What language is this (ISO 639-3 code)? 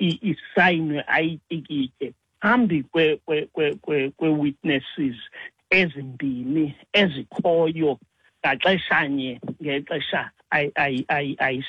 xho